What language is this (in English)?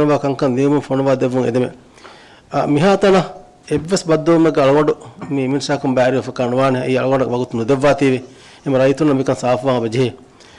Divehi